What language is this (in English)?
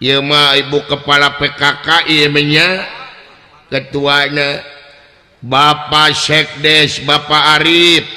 Sundanese